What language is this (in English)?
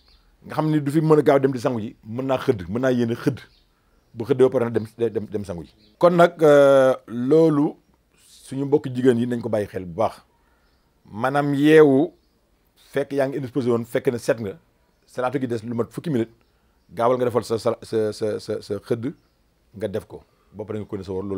Wolof